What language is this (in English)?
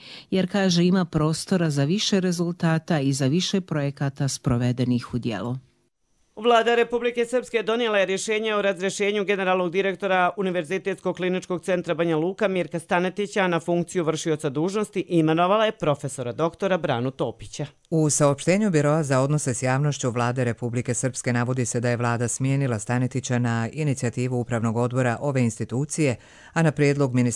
Croatian